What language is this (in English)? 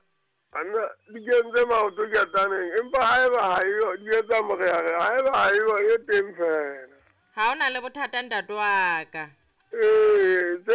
Southern Sotho